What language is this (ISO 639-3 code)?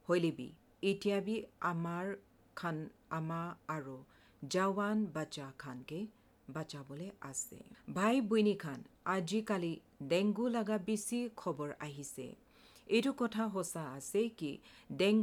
asm